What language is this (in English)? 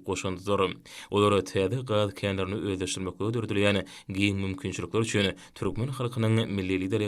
Turkmen